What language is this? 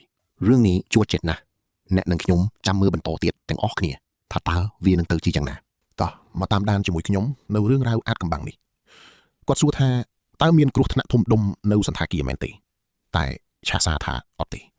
Khmer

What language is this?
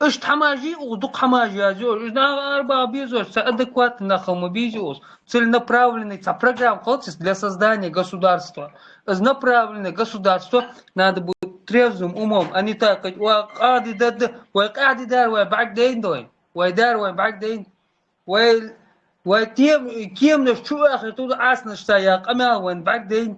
Chechen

